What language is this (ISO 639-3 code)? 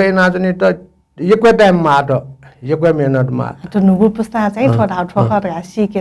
new